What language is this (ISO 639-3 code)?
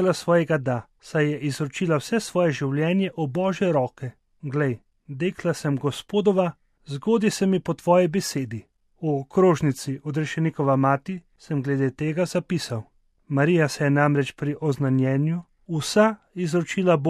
slv